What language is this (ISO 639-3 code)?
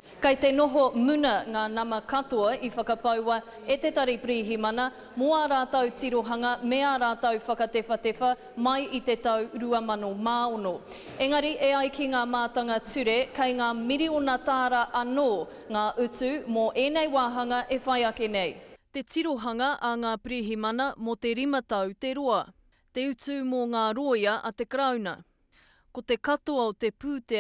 mri